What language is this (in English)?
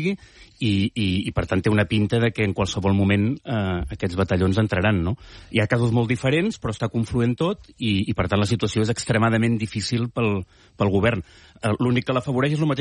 Catalan